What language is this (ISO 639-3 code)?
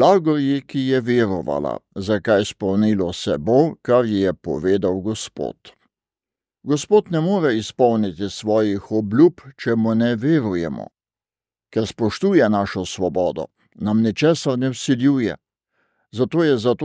slv